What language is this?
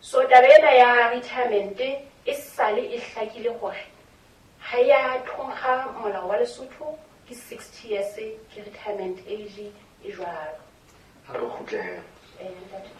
Southern Sotho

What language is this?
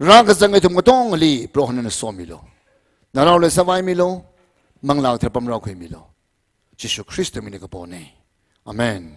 Tangkhul Naga (India)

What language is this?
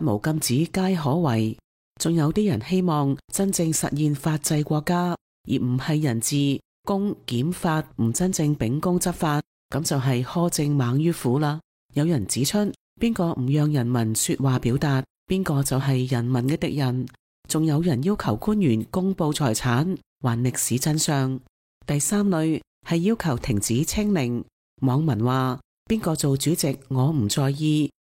Cantonese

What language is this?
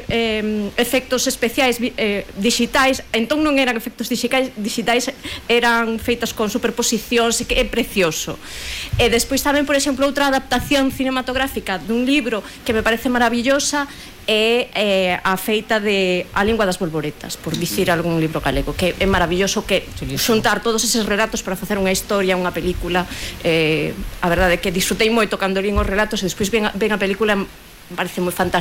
Galician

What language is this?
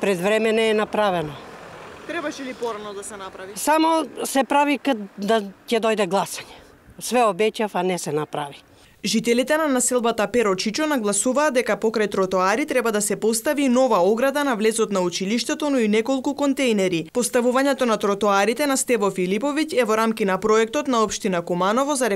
Macedonian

